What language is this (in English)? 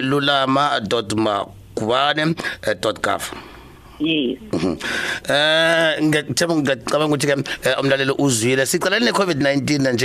South Ndebele